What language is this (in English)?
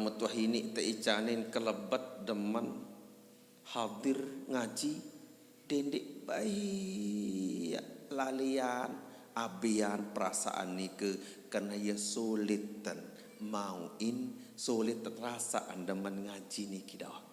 Sasak